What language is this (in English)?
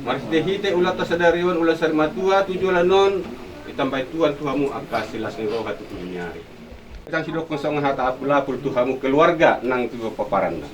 Batak Toba